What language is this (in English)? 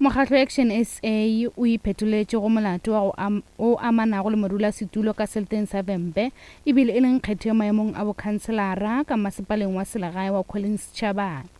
Northern Sotho